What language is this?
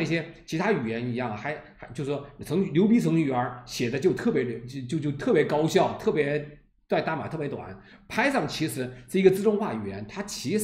Chinese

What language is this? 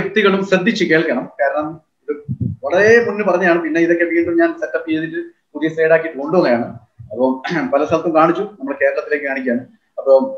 Malayalam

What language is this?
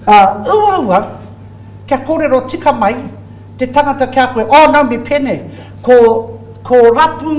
Māori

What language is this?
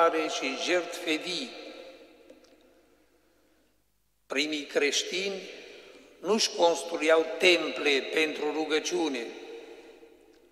Romanian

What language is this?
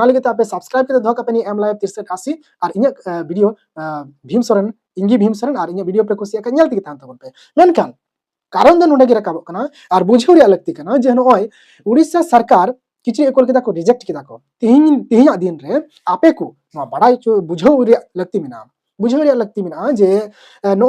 Santali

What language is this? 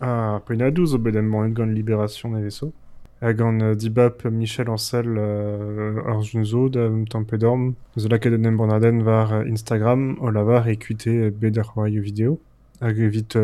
Breton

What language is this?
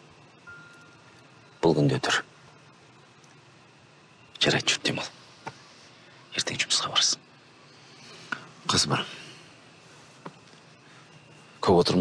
Kazakh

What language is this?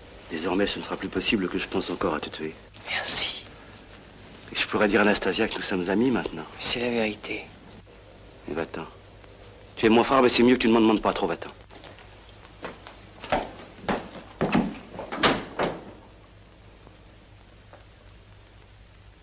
French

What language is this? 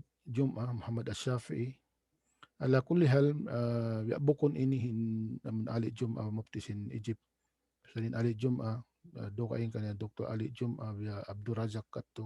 Tausug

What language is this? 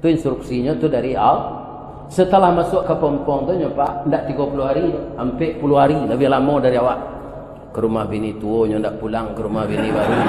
Minangkabau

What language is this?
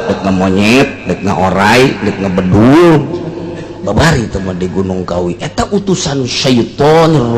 Sundanese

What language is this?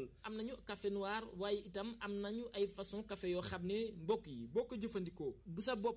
Wolof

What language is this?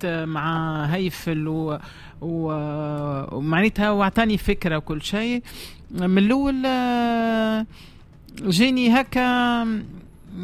Tunisian Arabic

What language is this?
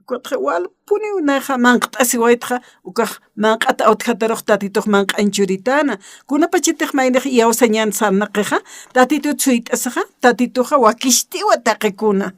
Aymara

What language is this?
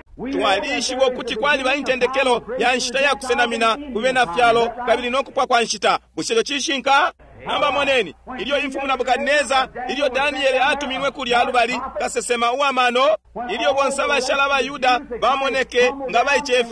Bemba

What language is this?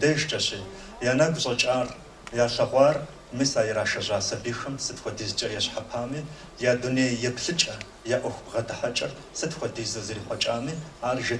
Kabardian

